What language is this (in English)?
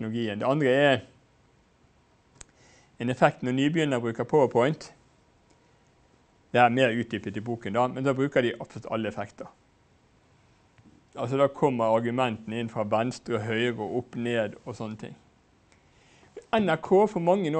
Norwegian